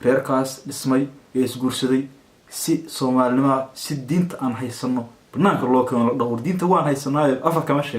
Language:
Somali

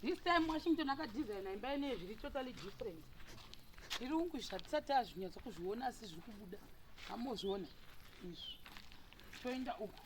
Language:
Shona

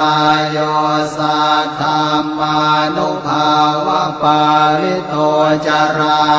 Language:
Pali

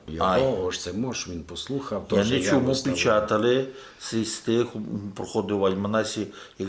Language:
Rusyn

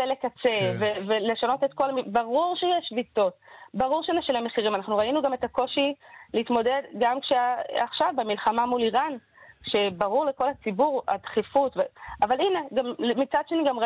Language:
Hebrew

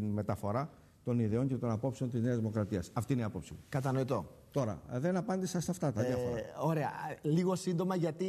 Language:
Greek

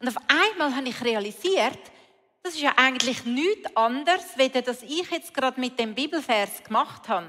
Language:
Swiss German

